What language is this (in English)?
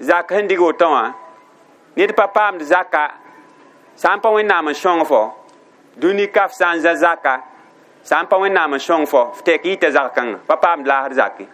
Mossi